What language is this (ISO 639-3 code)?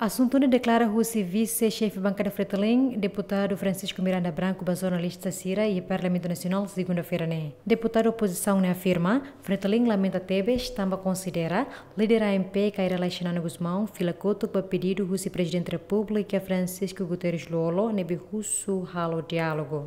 tet